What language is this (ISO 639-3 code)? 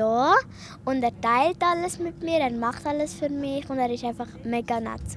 gsw